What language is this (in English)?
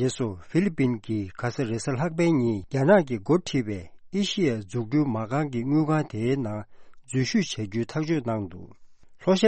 Tibetan